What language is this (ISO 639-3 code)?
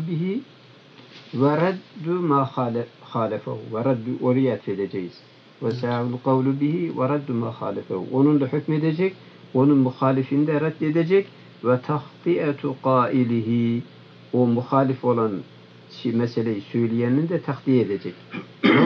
tur